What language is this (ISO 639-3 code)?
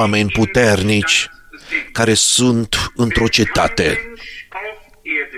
ron